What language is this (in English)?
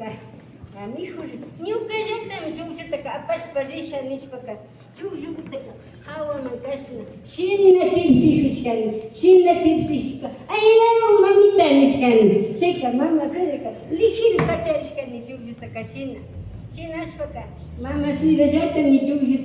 Imbabura Highland Quichua